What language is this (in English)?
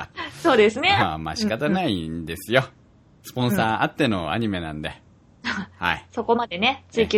Japanese